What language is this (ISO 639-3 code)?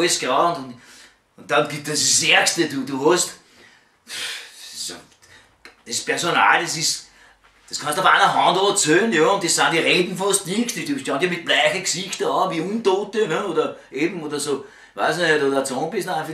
bar